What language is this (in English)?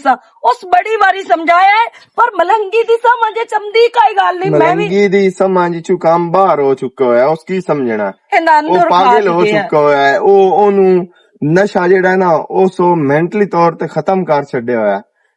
Western Panjabi